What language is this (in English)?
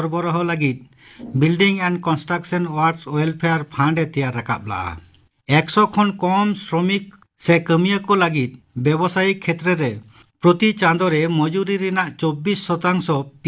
Santali